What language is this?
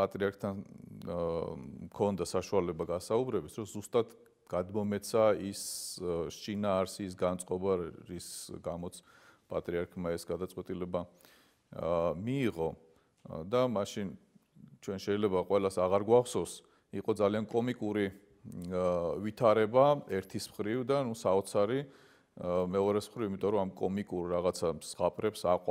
Georgian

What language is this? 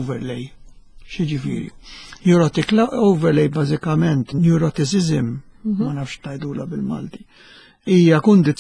Maltese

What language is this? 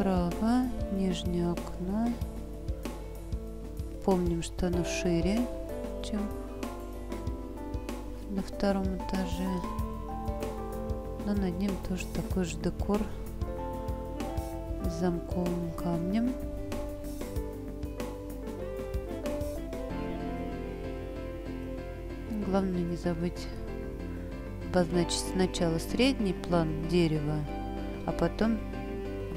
Russian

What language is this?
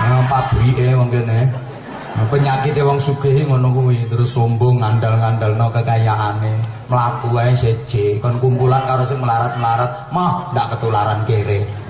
Javanese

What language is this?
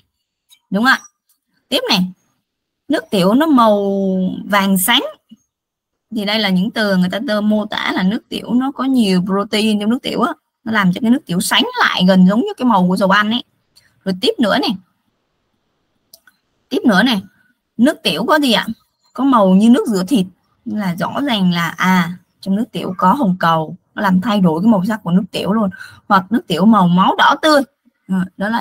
Vietnamese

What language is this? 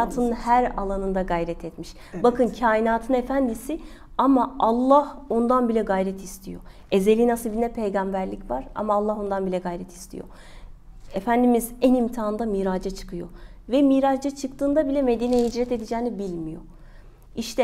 Turkish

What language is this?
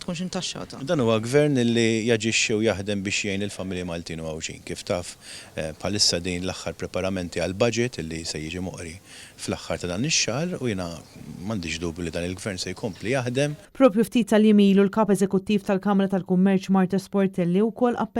Maltese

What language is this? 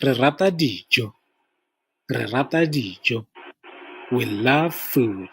Tswana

